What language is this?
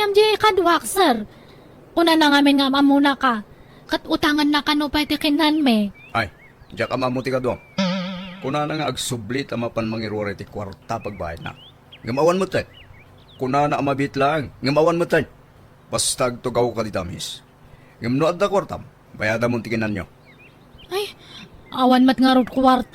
Iloko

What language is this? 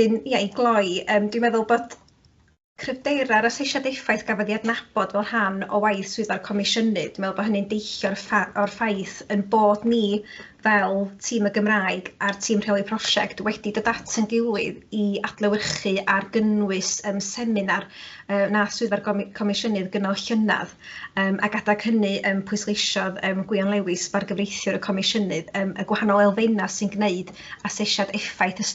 Welsh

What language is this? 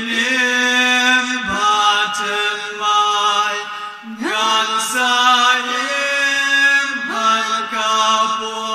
Khasi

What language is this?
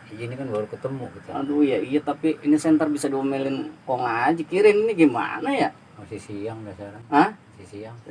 Betawi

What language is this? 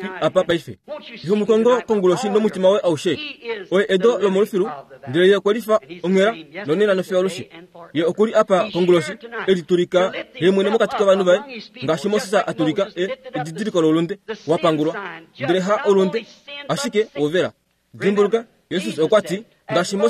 Kuanyama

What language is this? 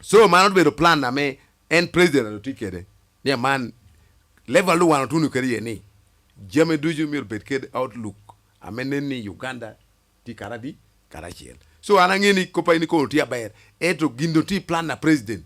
Lango (Uganda)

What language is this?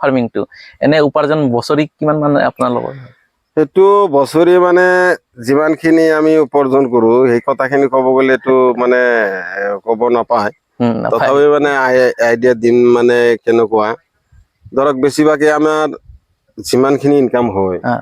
Assamese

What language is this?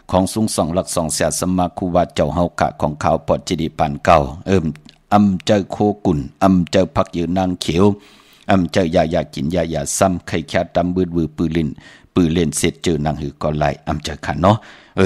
Shan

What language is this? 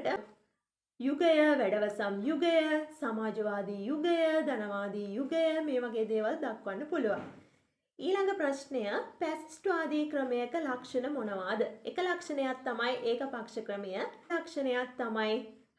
Sinhala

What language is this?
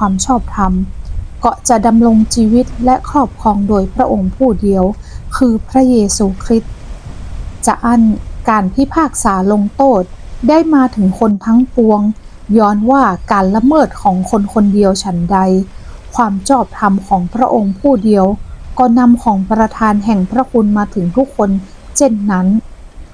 Northern Thai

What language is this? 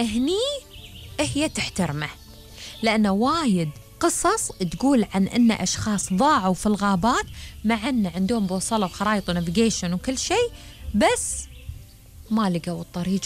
Gulf Arabic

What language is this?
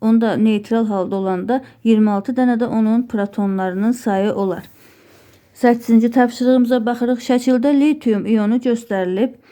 Azerbaijani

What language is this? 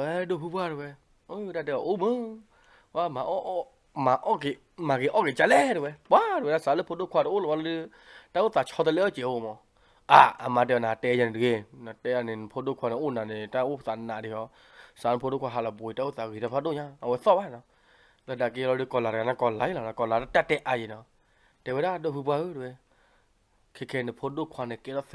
S'gaw Karen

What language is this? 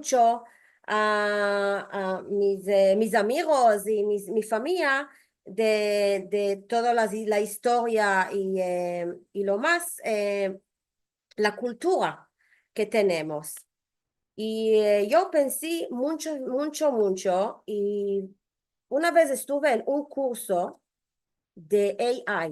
Ladino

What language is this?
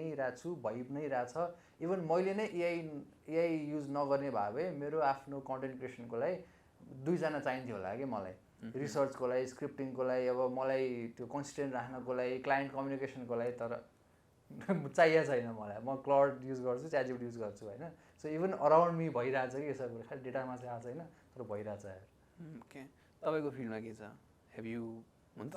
Nepali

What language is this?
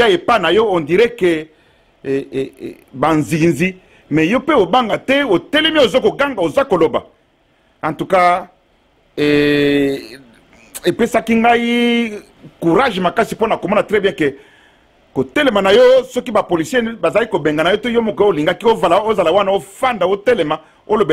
Lingala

